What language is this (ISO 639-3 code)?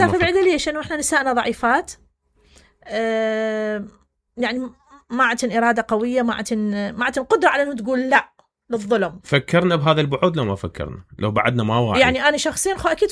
acm